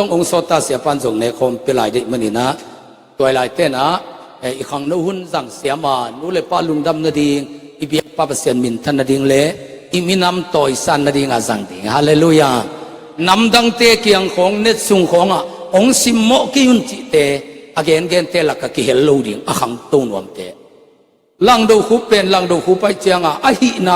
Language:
Tedim Chin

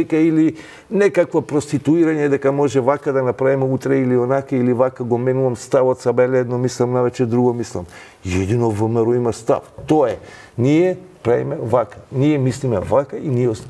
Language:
Macedonian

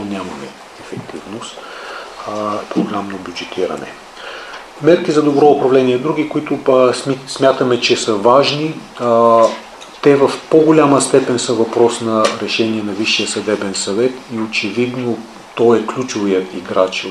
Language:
Bulgarian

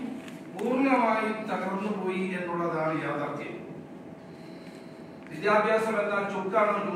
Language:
Malayalam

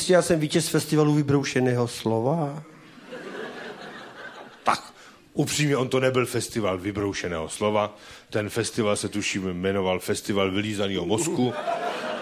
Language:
Czech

